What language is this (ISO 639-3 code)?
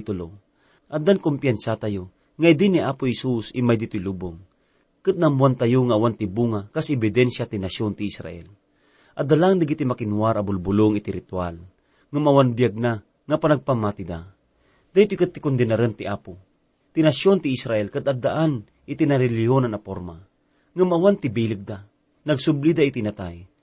ilo